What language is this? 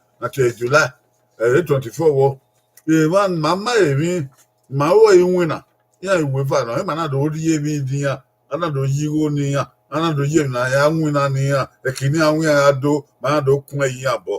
Bini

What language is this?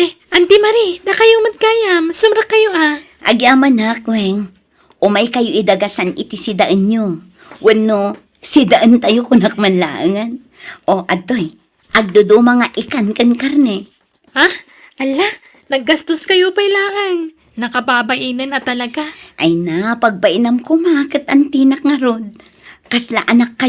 Iloko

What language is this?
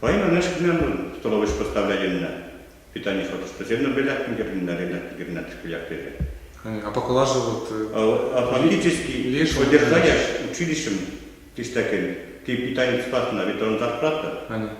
Western Mari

